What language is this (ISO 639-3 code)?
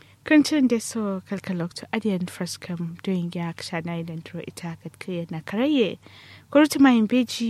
kau